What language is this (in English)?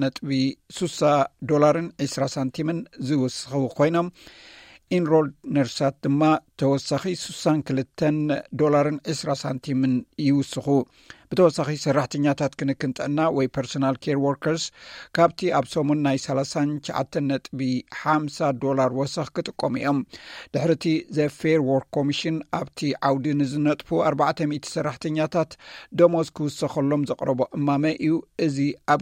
Tigrinya